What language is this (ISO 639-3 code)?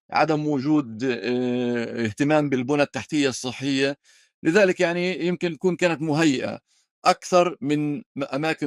apc